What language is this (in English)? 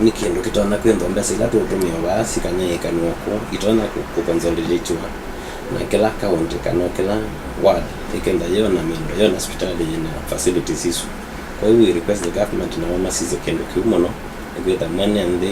Kamba